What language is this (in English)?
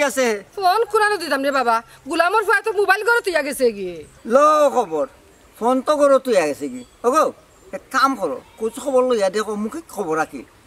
Sylheti